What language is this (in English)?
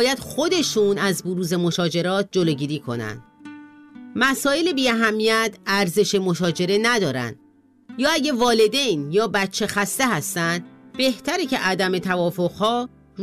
Persian